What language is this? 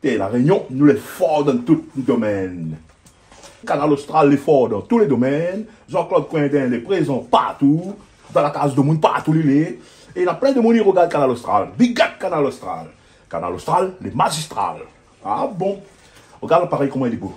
Réunion Creole French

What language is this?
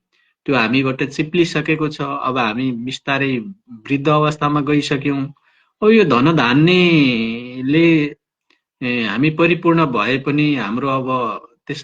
Nepali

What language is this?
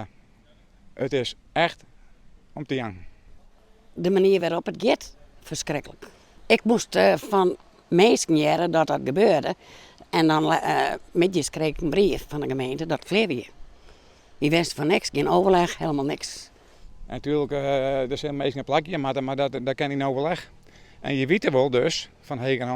Western Frisian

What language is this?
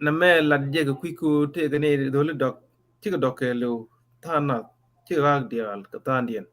Nuer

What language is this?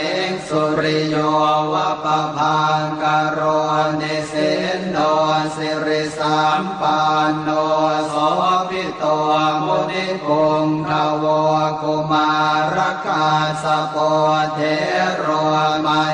Pali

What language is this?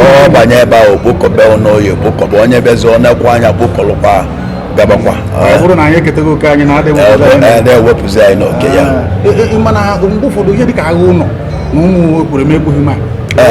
Igbo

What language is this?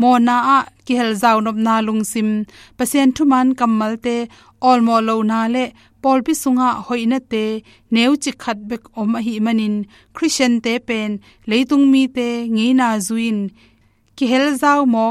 Tedim Chin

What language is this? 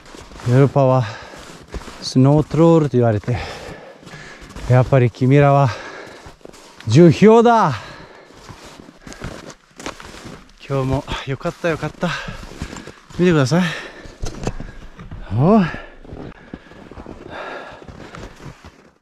Japanese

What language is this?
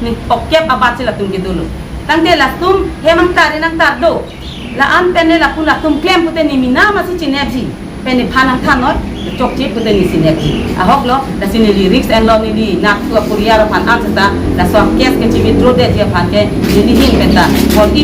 Karbi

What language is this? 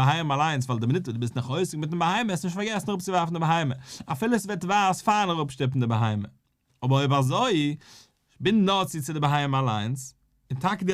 Yiddish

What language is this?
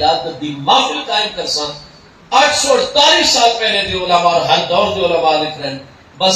Saraiki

